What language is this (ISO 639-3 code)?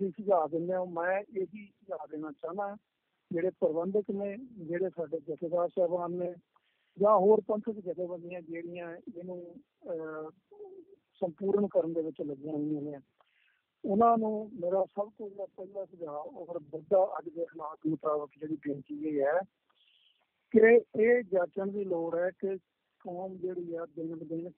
pan